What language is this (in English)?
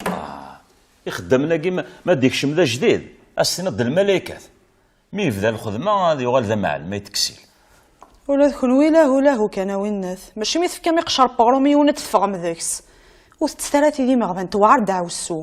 Kabyle